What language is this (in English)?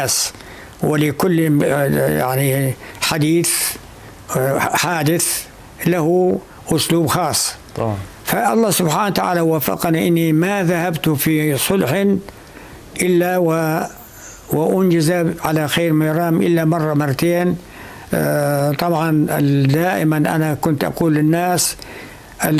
North Levantine Arabic